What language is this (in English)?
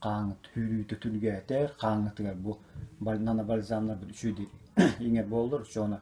Yakut